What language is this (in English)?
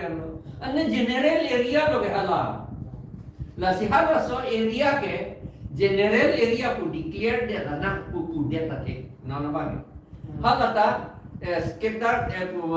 Karbi